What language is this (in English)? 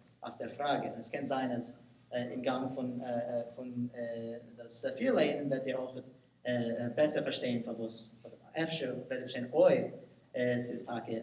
Yiddish